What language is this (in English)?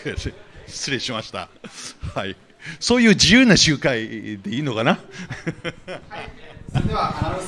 Japanese